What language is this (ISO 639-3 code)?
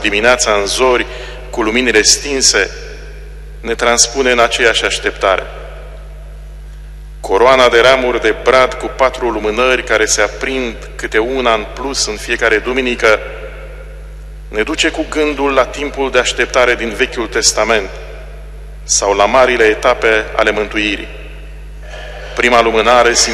ron